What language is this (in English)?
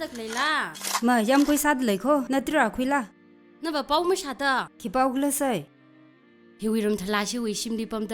Tangkhul Naga (India)